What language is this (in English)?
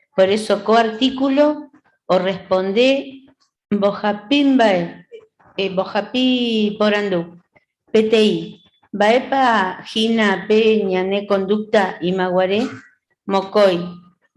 Guarani